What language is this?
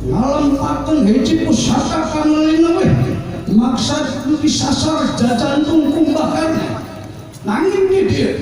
Sundanese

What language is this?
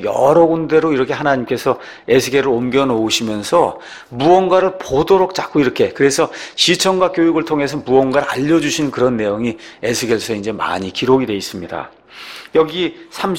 Korean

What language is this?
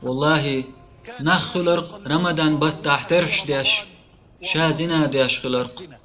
Chechen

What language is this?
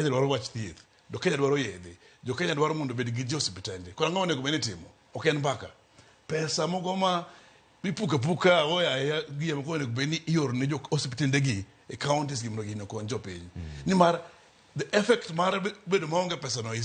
Luo (Kenya and Tanzania)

